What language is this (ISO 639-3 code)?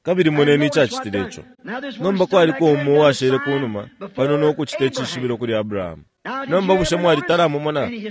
bem